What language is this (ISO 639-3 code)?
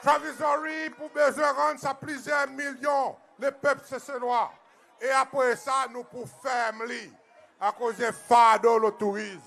crs